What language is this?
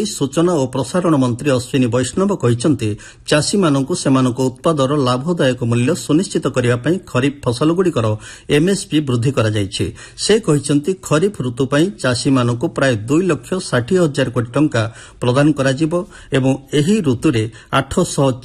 Odia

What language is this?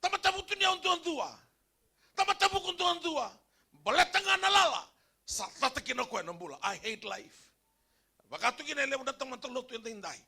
Fijian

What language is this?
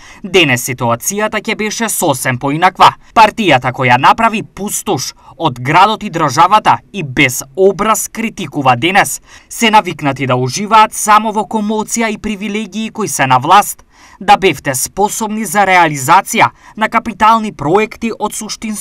Macedonian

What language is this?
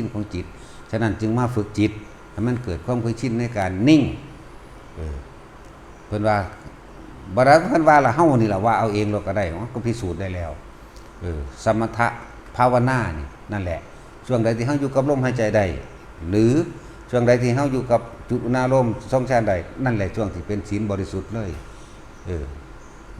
Northeastern Thai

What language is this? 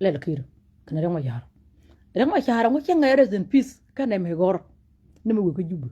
Nuer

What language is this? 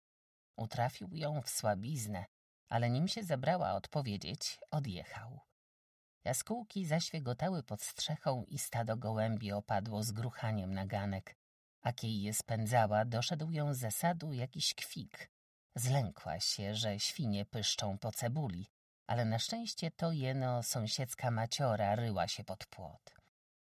Polish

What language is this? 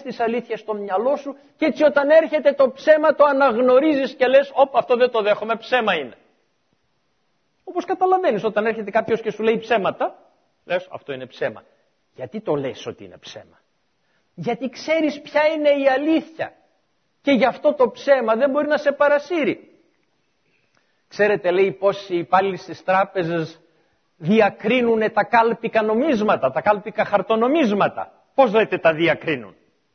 Greek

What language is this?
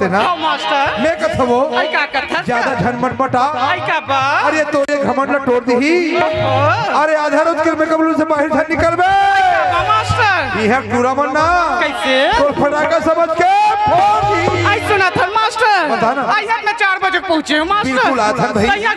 Chhattisgarhi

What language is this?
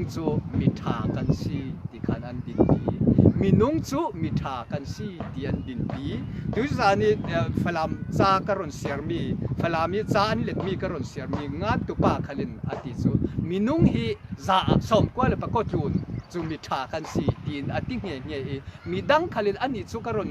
Falam Chin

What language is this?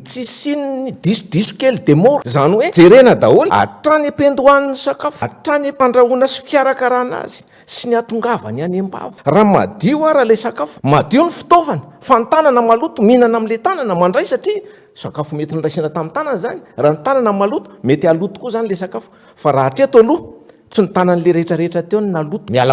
Malagasy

